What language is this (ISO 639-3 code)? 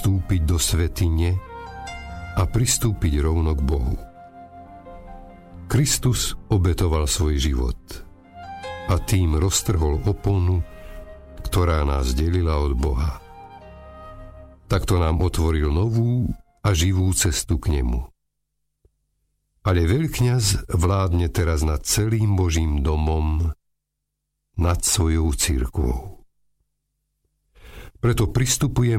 slk